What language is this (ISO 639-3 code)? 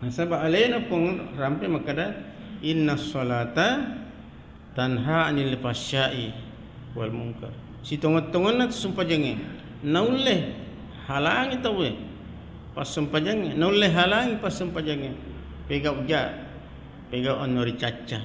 bug